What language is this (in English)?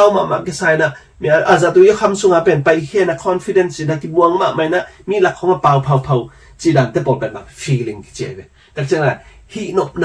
Tedim Chin